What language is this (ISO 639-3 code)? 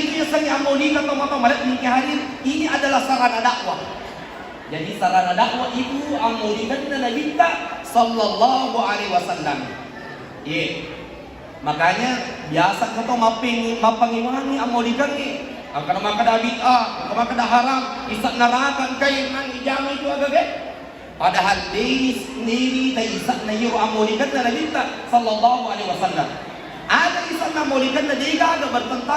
bug